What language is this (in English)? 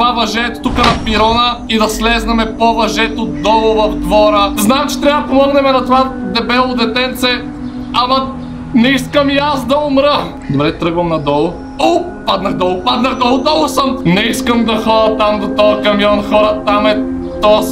Bulgarian